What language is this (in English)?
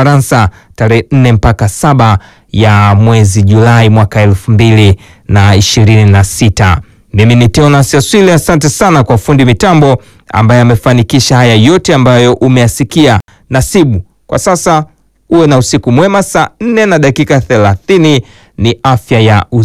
Swahili